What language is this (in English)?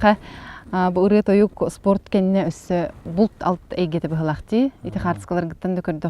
Yakut